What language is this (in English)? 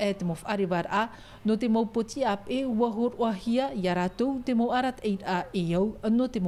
Tahitian